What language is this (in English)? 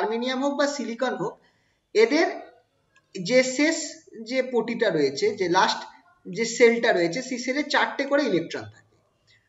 Bangla